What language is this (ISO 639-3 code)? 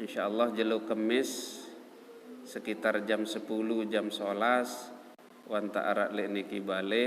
sas